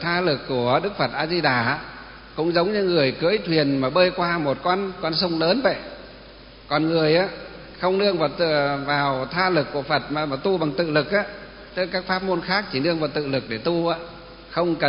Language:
Vietnamese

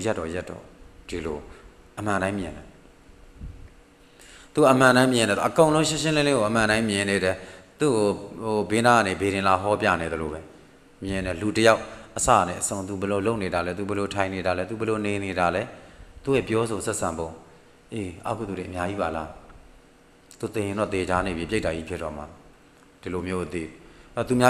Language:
Burmese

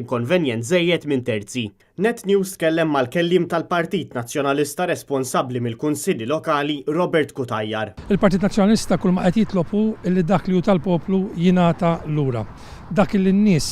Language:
Maltese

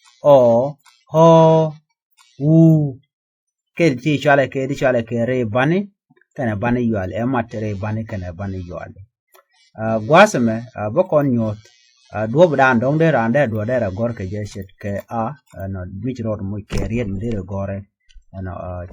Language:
Nuer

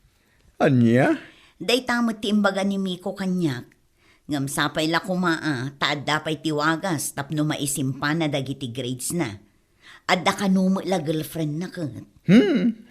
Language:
Iloko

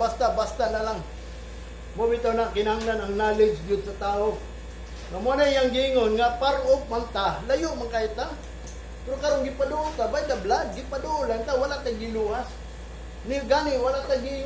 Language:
Cebuano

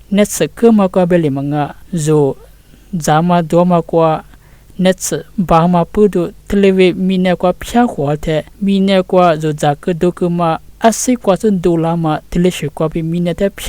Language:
Lisu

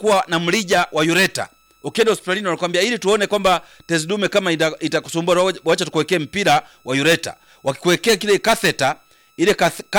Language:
Swahili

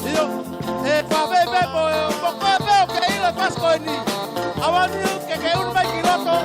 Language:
Tongan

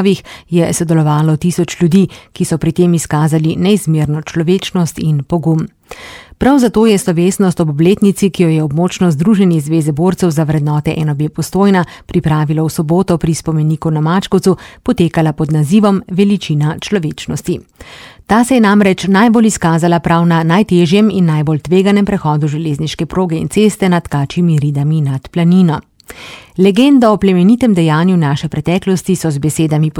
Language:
Slovenian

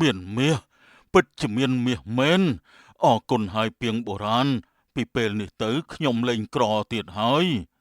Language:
Khmer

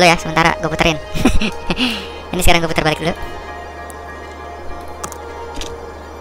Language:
Indonesian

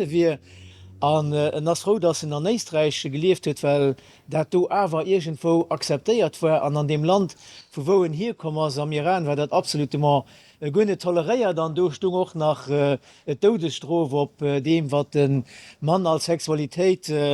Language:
Luxembourgish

